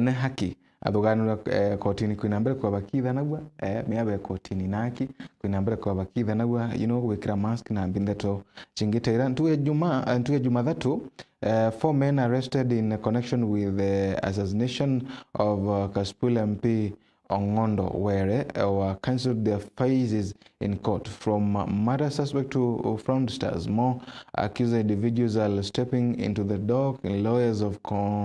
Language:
Meru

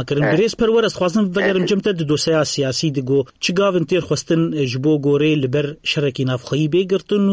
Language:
Kurdish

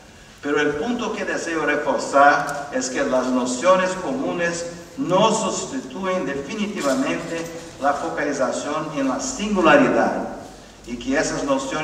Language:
Spanish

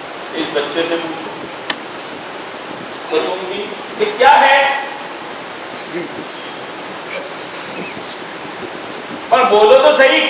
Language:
Urdu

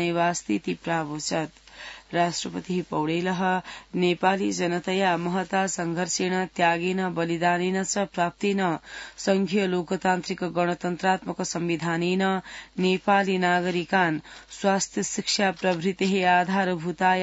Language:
Sanskrit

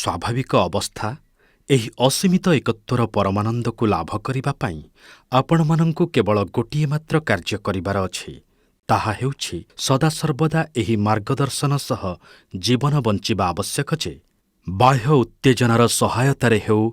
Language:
Odia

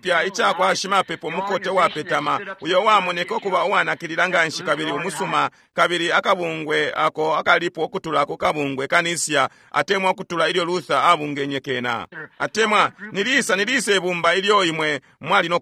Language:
Bemba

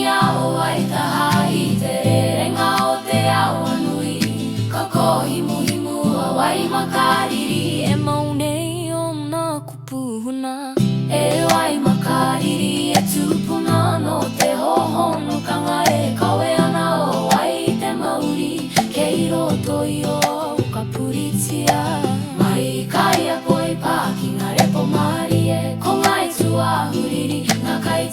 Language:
Māori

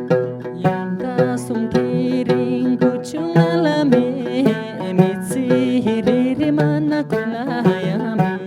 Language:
Tibetan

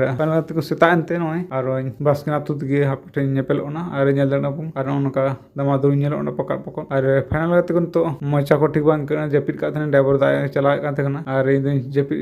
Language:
Santali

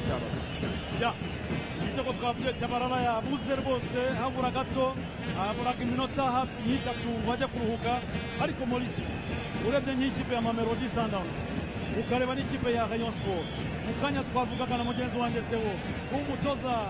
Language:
Kinyarwanda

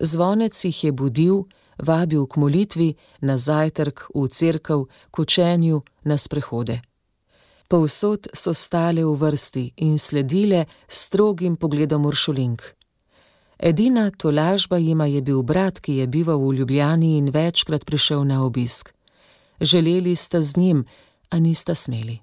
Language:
Slovenian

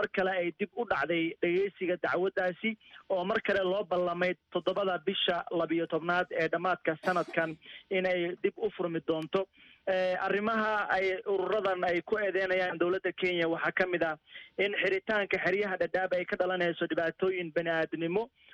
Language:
Somali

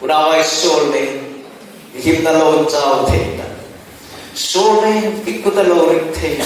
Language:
Hmar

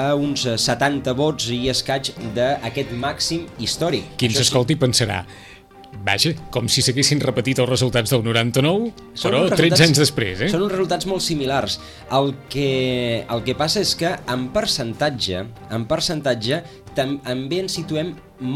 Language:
Catalan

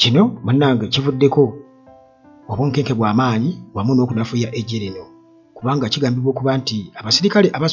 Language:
Ganda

